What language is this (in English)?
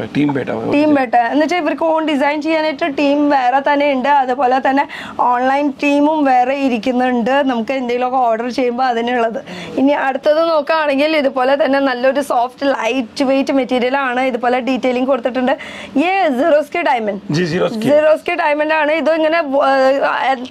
Malayalam